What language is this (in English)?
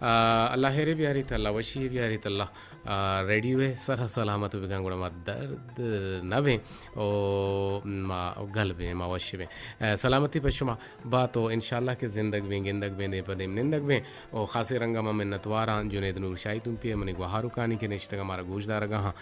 Eastern Balochi